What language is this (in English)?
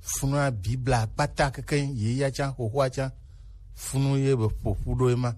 Gen